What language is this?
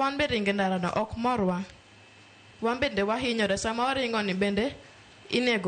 Luo (Kenya and Tanzania)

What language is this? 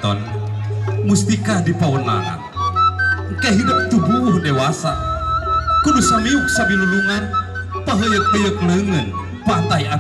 Sundanese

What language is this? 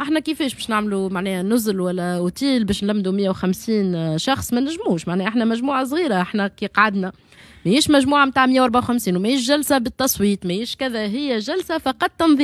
Tunisian Arabic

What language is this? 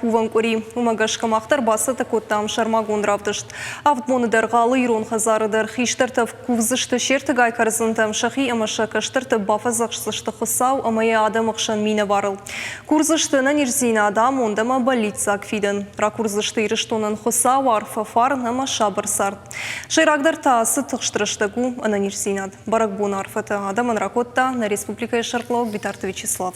Ossetic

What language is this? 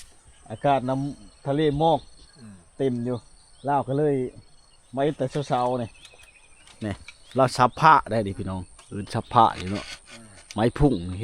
Lao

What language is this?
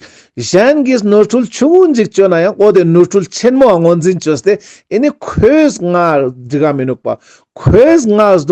Ladakhi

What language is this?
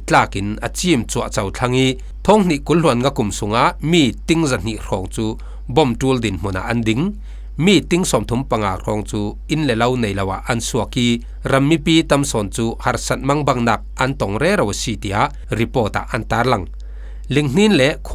Falam Chin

